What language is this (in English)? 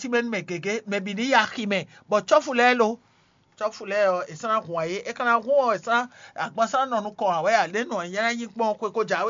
Fon